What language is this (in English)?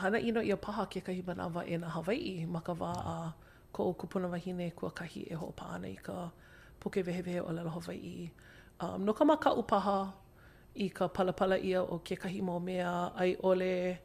Hawaiian